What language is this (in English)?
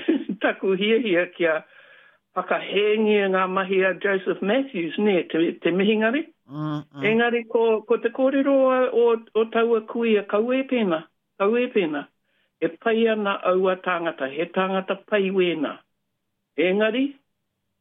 Māori